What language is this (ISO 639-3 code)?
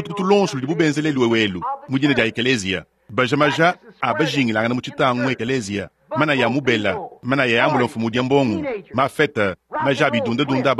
lua